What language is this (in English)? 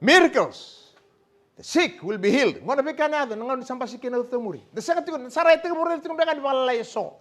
Fijian